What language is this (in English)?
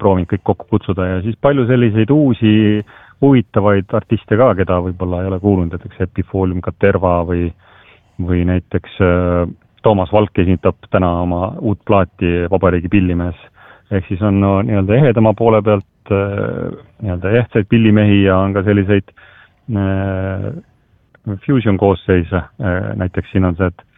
Estonian